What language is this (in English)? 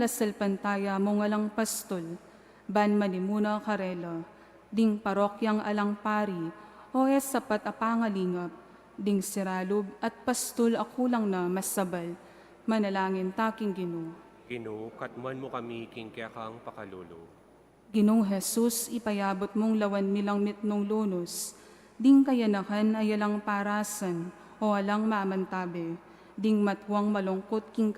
Pampanga